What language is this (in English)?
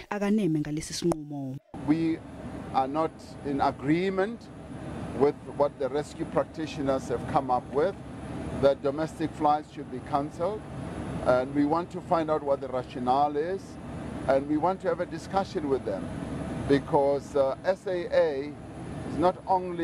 Zulu